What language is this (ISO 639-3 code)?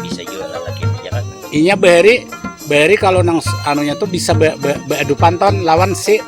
bjn